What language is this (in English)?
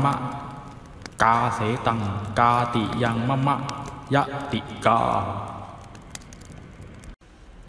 Pali